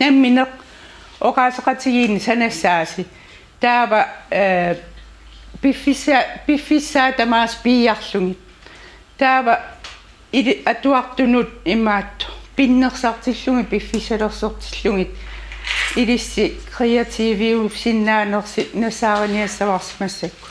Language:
Kalaallisut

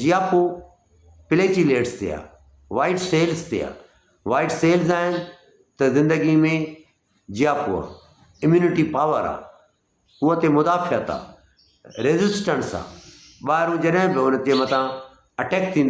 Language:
Sindhi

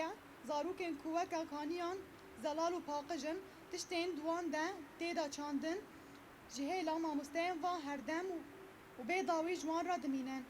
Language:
Kurdish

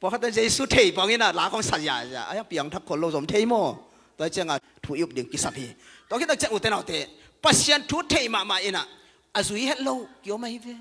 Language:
Tedim Chin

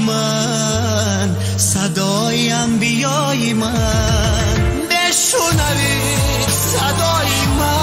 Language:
Tajik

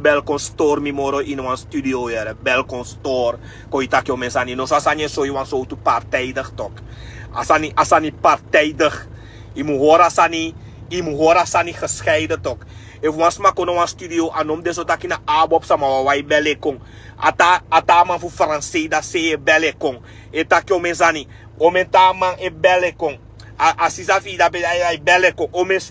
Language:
Sranan Tongo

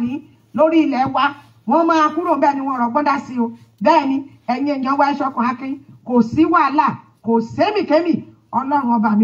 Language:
Yoruba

